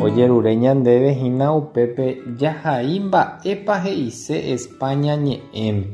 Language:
Guarani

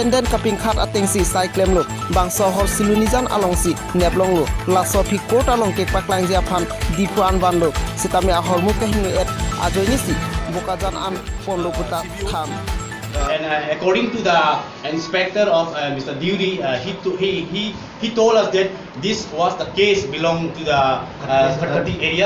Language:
Karbi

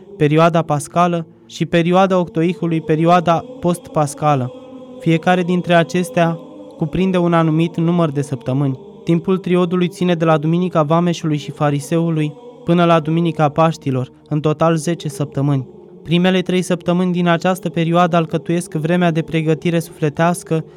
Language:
Romanian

